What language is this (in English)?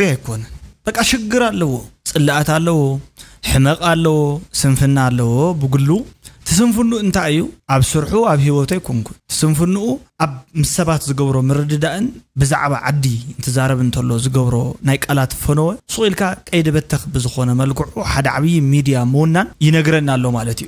Tigrinya